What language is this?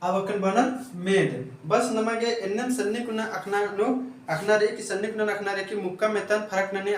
Kurukh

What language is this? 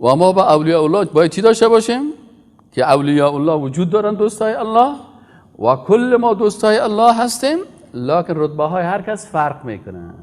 Persian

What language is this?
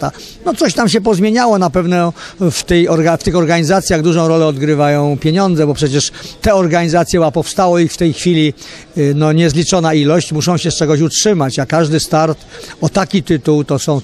Polish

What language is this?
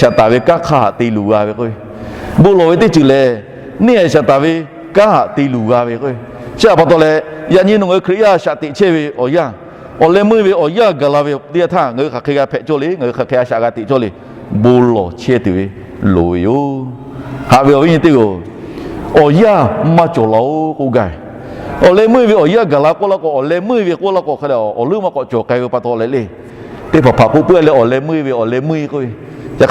Lahu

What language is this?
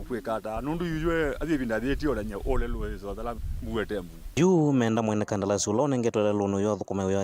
Kamba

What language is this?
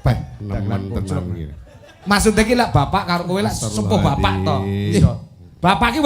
Javanese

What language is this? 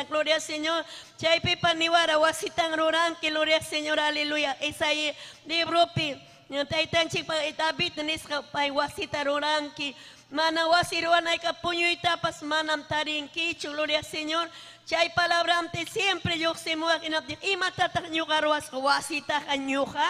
Ayacucho Quechua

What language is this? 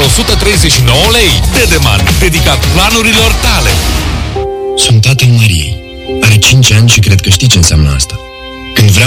Romanian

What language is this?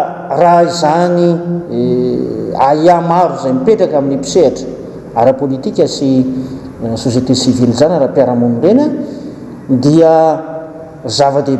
Malagasy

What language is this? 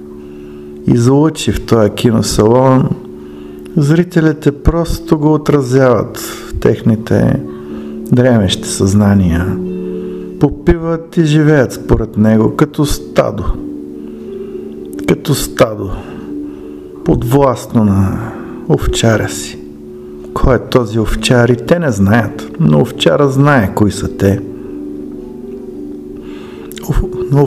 Bulgarian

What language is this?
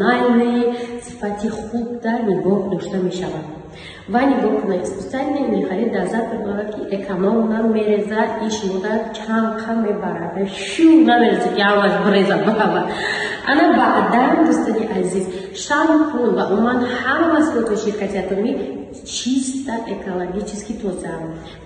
Tajik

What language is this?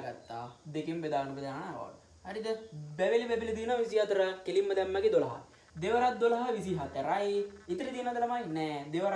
Sinhala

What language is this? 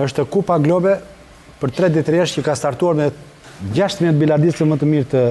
Albanian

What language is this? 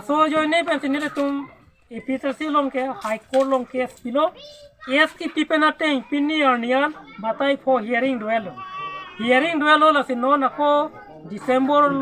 Karbi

